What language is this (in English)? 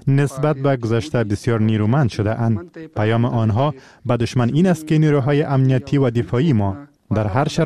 Persian